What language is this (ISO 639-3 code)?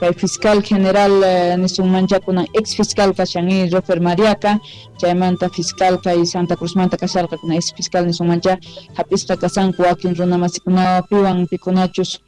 quh